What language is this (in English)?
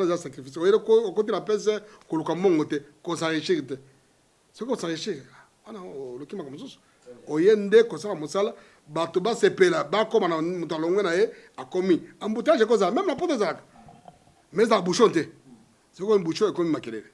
Lingala